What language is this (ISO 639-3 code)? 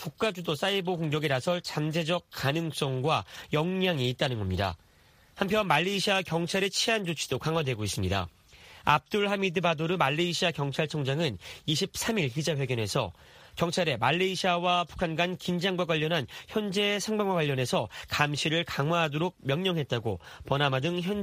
kor